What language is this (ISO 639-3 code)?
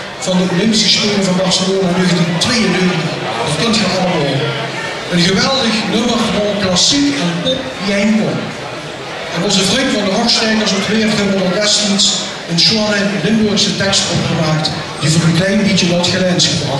lim